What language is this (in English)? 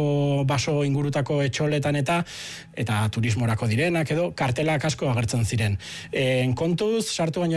Basque